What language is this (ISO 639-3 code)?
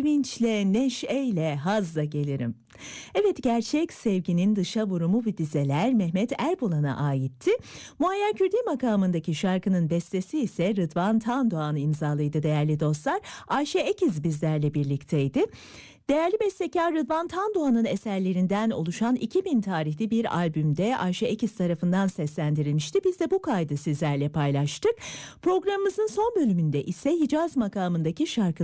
tur